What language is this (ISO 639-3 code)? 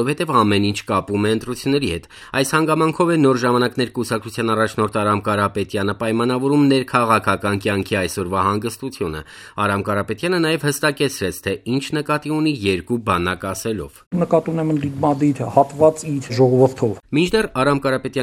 hye